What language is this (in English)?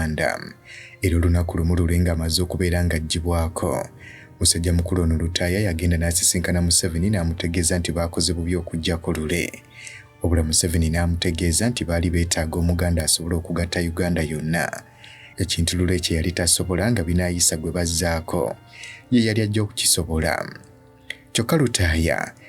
Ganda